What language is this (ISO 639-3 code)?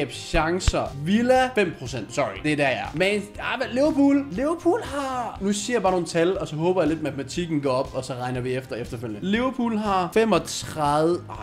dan